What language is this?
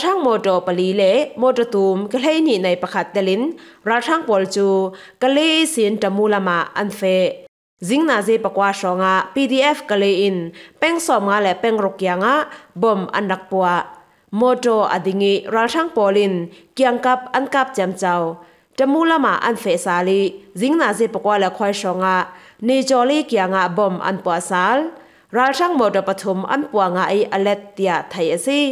Falam Chin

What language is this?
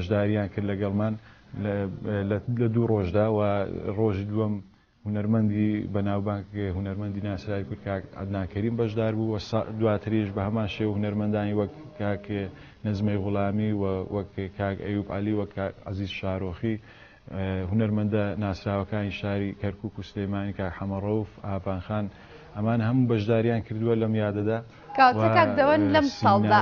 Central Kurdish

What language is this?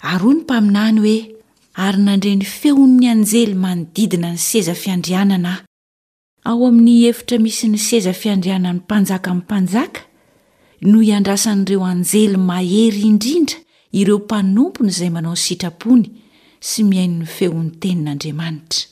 Malagasy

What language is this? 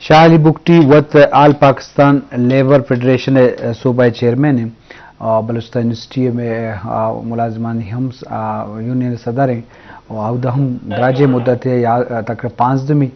Eastern Balochi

